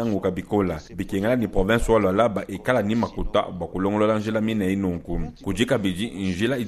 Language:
Luba-Lulua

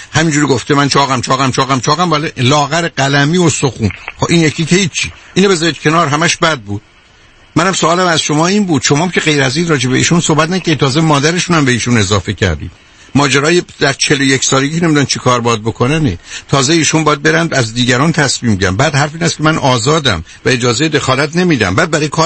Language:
Persian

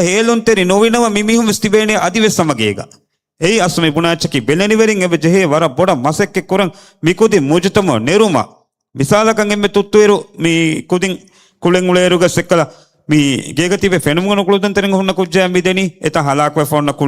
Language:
Divehi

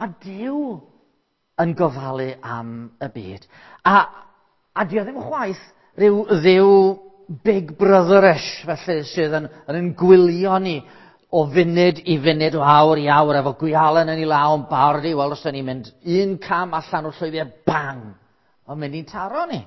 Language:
Welsh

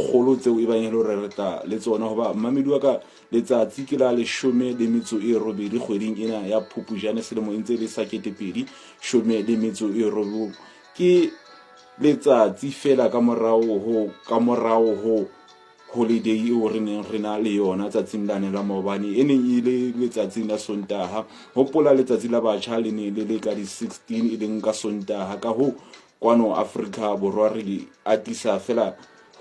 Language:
Southern Sotho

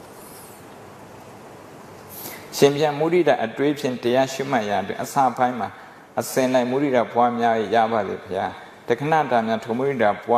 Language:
Burmese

